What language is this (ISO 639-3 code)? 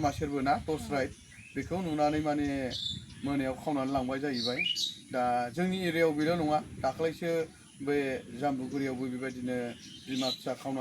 brx